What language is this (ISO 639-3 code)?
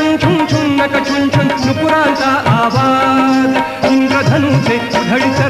mar